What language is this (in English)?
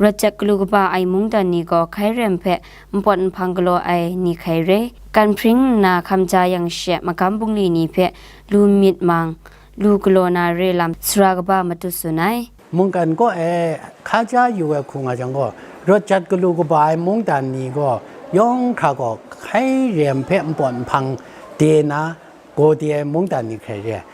Kachin